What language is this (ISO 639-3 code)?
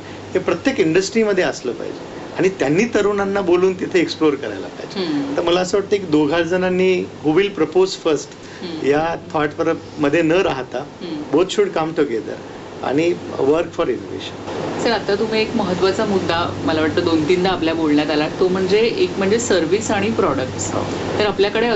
mar